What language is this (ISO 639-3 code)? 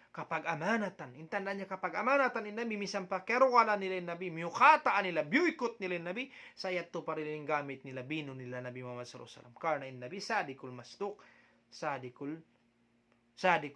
tsg